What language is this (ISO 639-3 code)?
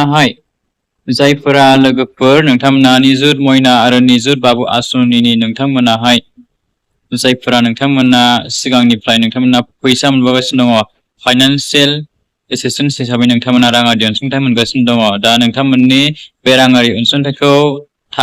brx